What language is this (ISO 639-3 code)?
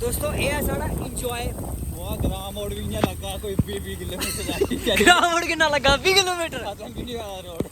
doi